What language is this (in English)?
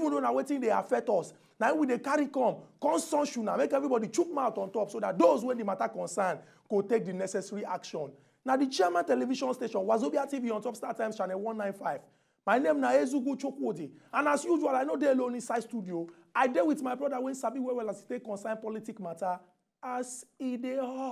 Nigerian Pidgin